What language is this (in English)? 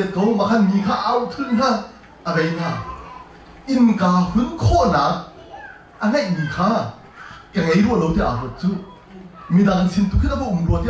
Hakha Chin